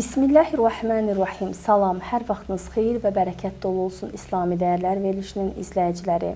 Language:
Azerbaijani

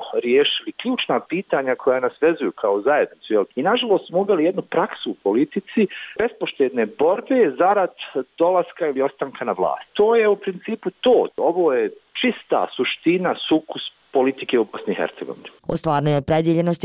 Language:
Bosnian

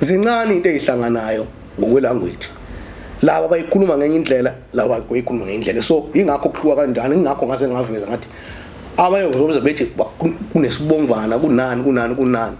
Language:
Zulu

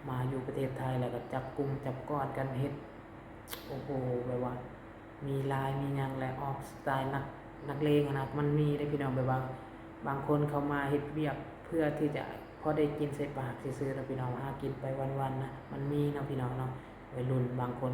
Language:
Lao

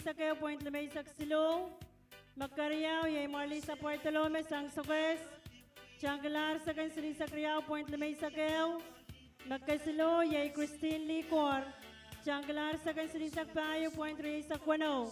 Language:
Pohnpeian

